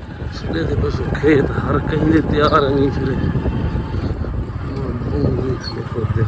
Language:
Saraiki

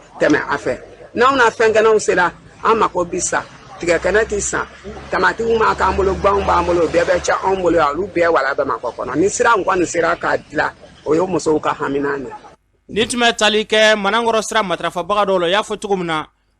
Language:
Bambara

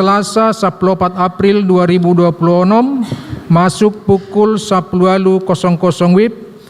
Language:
Batak Toba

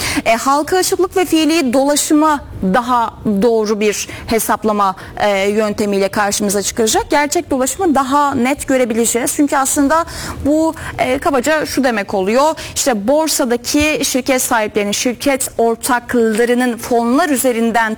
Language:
Turkish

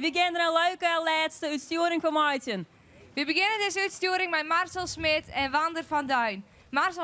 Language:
Western Frisian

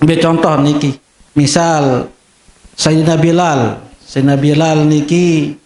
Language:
Sasak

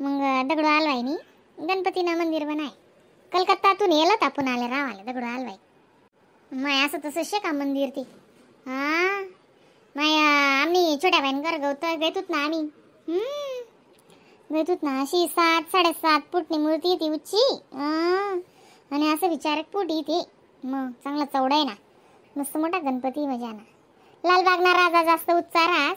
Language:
Khandesi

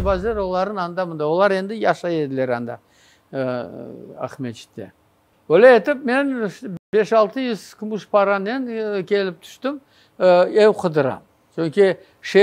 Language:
Crimean Tatar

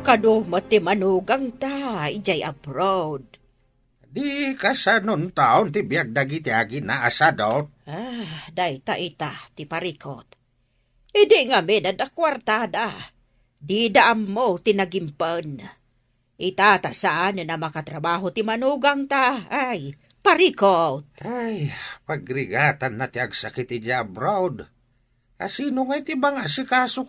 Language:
Iloko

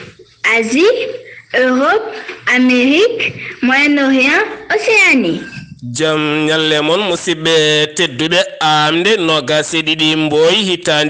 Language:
Fula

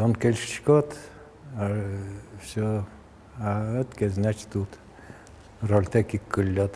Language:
Udmurt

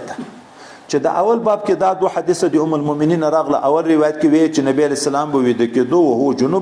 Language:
Pashto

